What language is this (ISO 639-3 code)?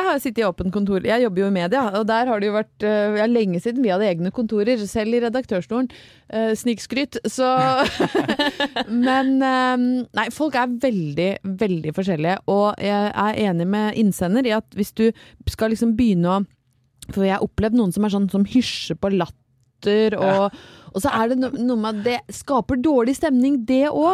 nor